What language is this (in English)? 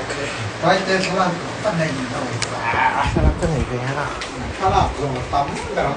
Mizo